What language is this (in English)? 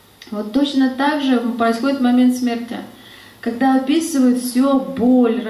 Russian